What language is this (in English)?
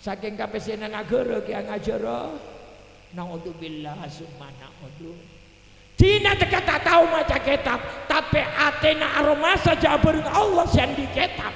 Madurese